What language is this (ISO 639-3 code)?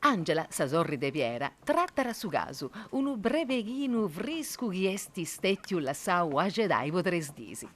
srd